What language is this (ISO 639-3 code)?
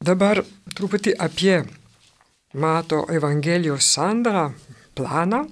lit